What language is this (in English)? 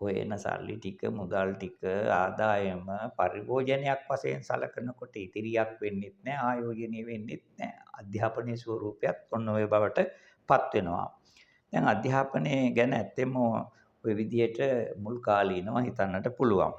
Sinhala